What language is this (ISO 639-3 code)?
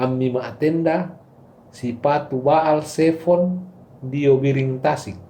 sda